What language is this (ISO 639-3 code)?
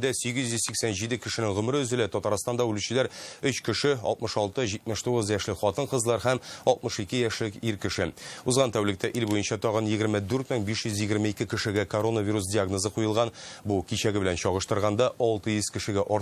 tat